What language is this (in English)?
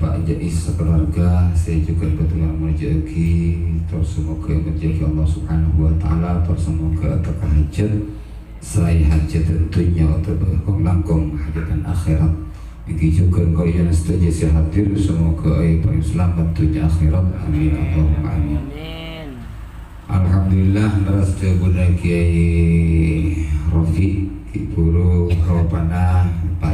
Madurese